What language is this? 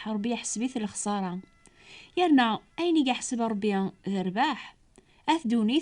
Kabyle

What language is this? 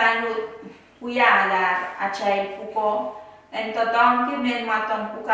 Pohnpeian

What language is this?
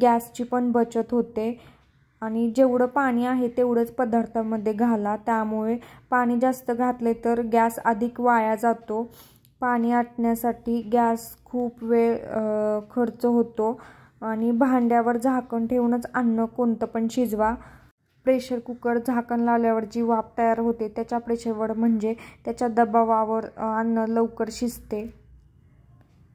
Marathi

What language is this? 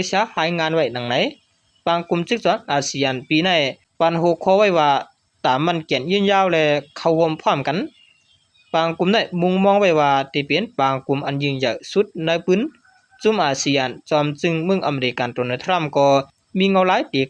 Shan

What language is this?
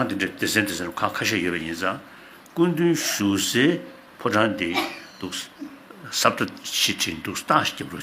Tibetan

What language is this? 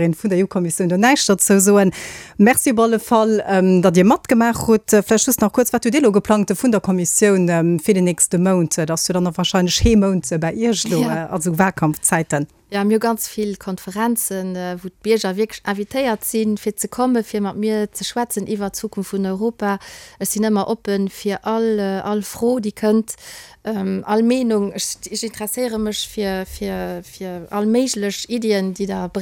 Luxembourgish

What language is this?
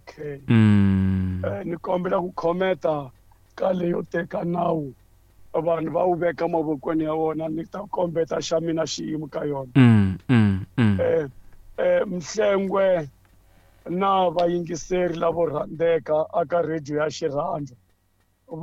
Tsonga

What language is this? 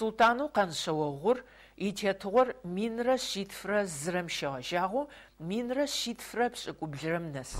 Adyghe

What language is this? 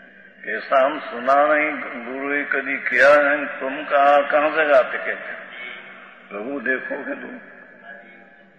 Hindi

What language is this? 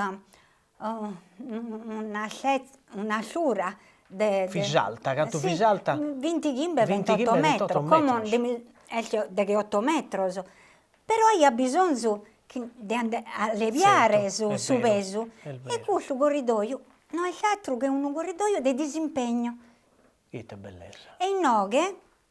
Sardinian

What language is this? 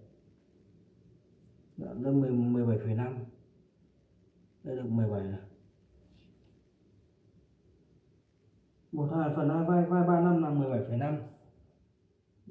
Vietnamese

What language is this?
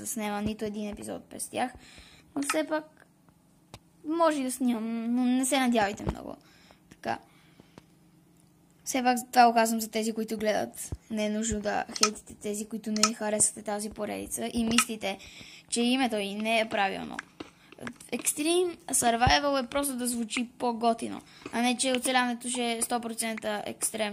Bulgarian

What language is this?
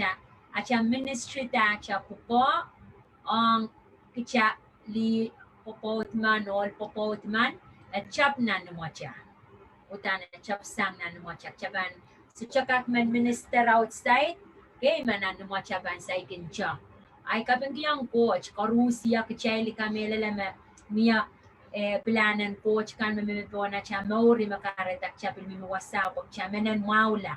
Pohnpeian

